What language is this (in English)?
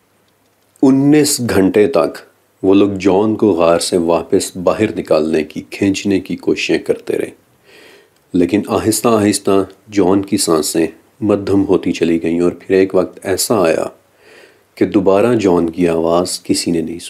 Urdu